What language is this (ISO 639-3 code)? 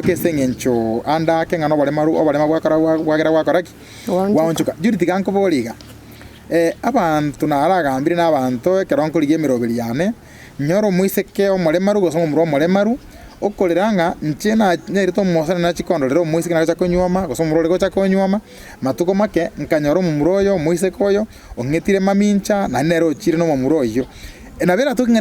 guz